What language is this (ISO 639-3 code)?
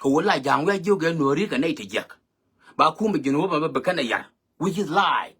nus